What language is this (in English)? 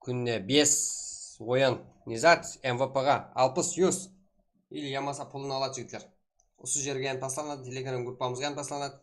Kara-Kalpak